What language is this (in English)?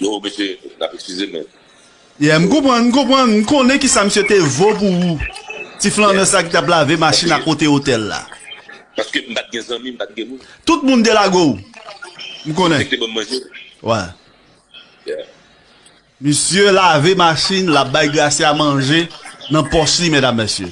Haitian Creole